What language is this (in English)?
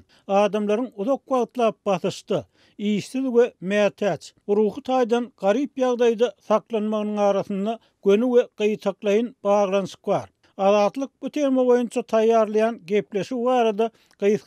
Turkmen